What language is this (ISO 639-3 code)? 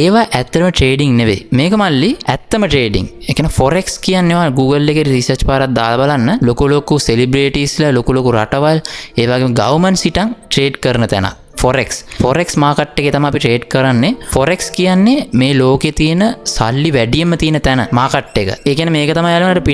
sin